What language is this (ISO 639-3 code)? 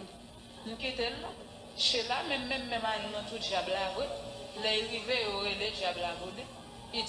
hat